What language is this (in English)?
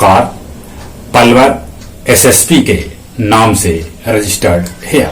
Magahi